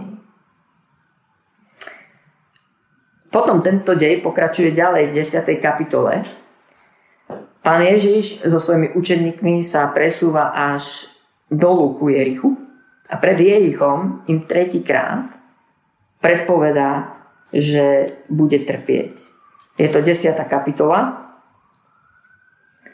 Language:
Slovak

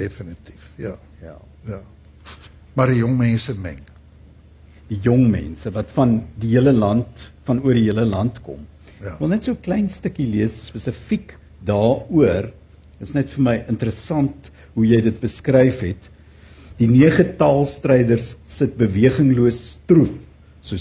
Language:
Afrikaans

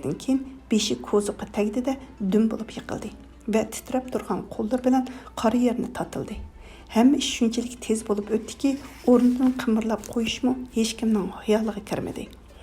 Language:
Uyghur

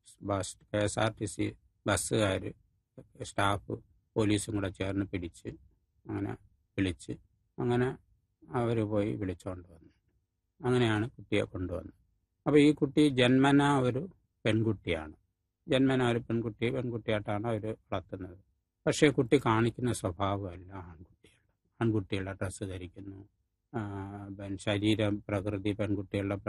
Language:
Malayalam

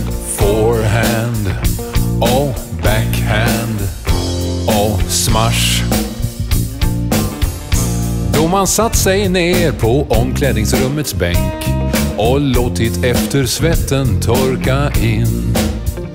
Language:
Swedish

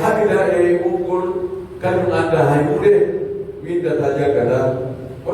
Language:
Pular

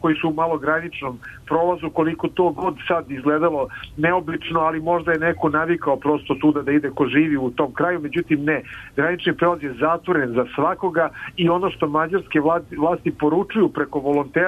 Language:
Serbian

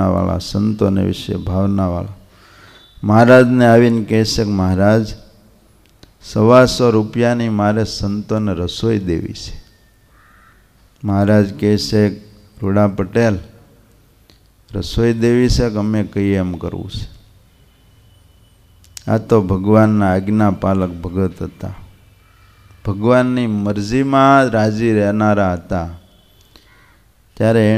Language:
Gujarati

